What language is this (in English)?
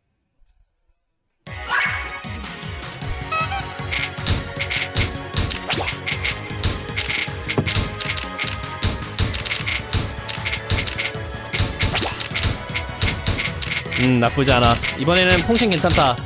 Korean